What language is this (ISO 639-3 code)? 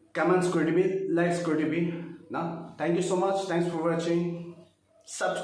nag